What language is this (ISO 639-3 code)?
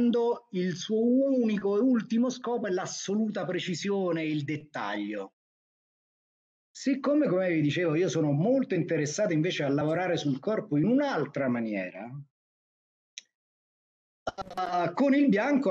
ita